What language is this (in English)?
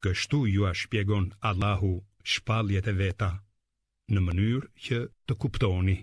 Albanian